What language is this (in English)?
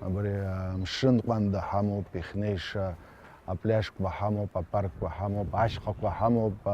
Abkhazian